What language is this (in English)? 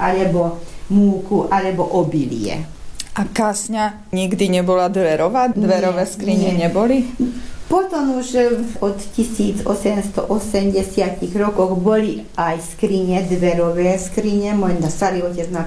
Slovak